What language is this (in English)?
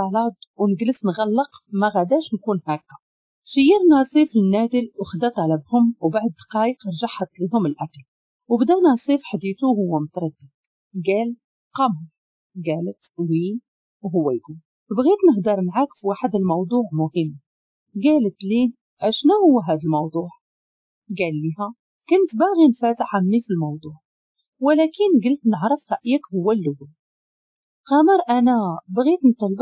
Moroccan Arabic